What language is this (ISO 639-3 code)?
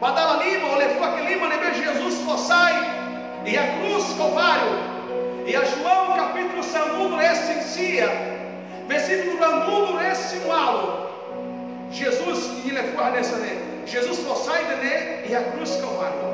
tet